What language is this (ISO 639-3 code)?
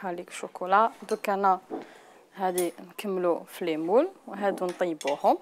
arq